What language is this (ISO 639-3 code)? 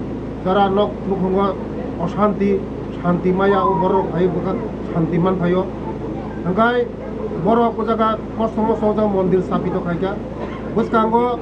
trp